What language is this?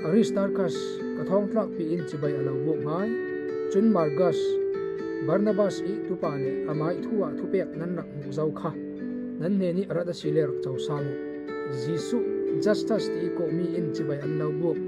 Falam Chin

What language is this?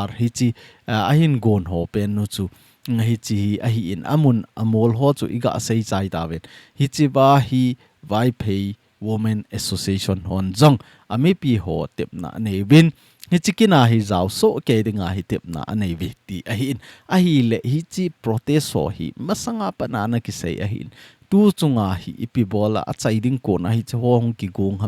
Thado Chin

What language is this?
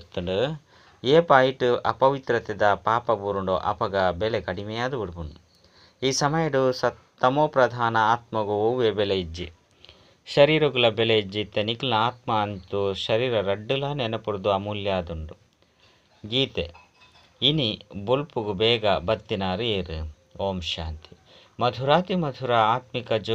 Tulu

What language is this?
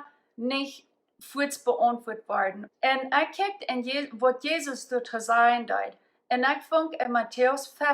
Plautdietsch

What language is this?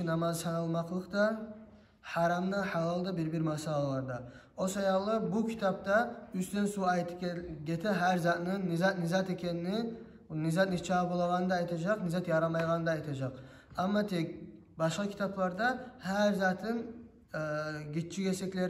Kumyk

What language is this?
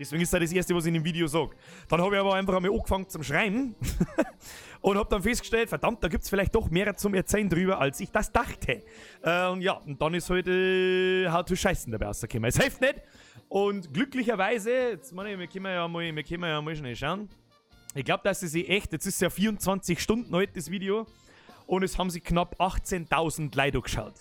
Bavarian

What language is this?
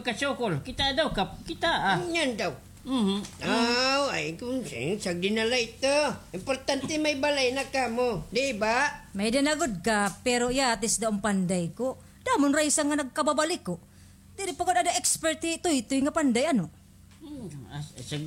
Waray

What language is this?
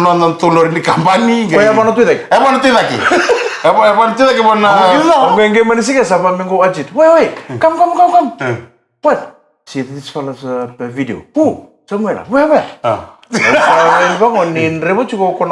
Fijian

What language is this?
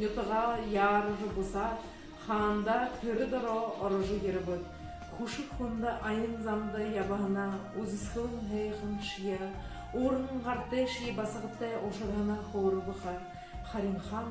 Buriat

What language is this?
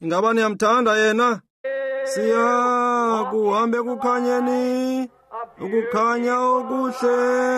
Xhosa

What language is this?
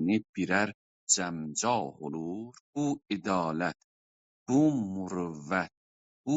South Azerbaijani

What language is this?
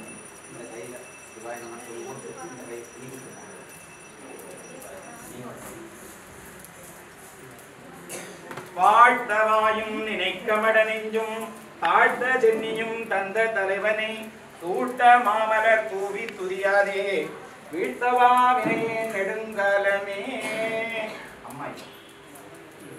Tamil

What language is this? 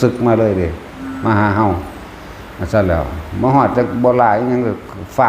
Lao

